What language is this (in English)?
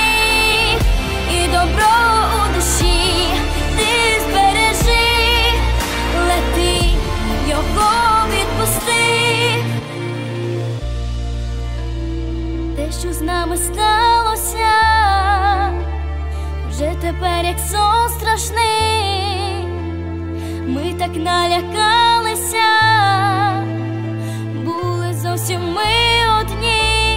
Ukrainian